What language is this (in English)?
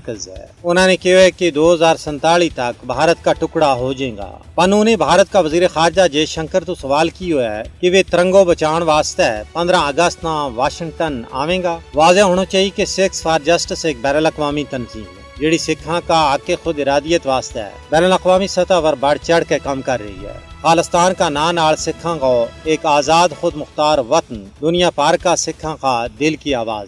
Gujari